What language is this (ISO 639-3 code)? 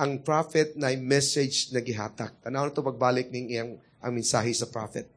ceb